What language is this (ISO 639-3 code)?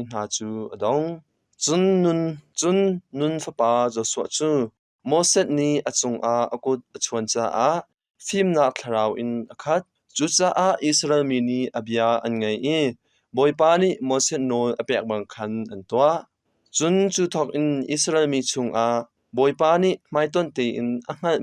cnh